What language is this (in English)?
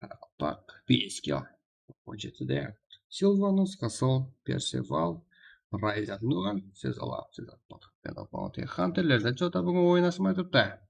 Kara-Kalpak